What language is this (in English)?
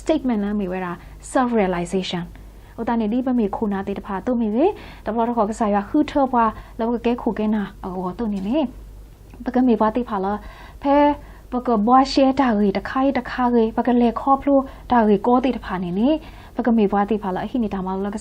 S'gaw Karen